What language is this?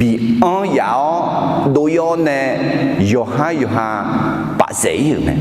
Akha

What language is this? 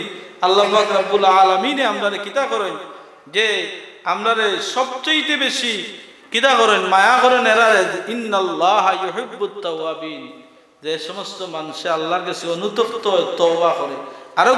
Sylheti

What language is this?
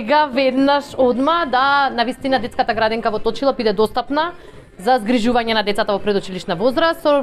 Macedonian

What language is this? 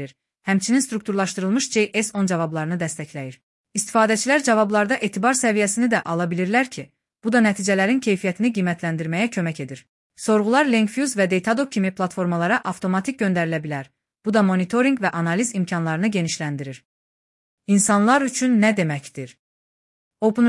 Azerbaijani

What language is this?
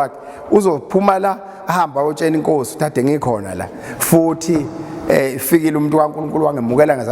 Zulu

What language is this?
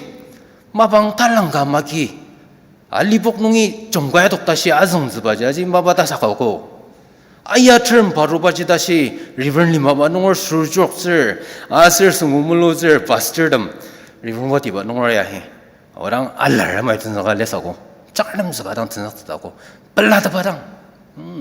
Ao Naga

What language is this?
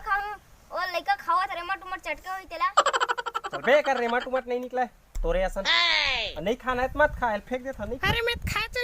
Chhattisgarhi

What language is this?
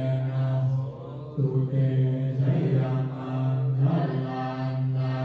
Pali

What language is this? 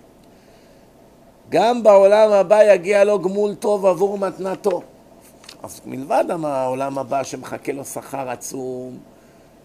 Hebrew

